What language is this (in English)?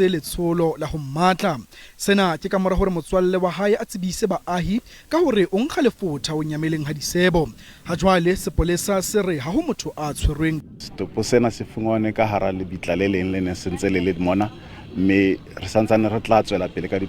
Southern Sotho